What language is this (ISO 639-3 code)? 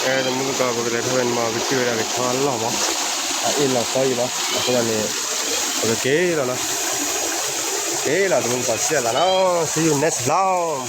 ksw